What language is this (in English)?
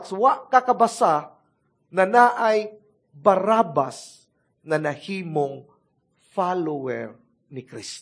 Cebuano